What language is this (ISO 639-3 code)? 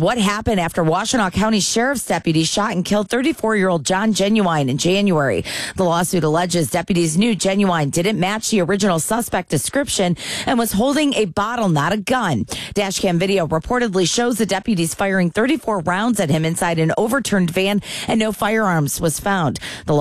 eng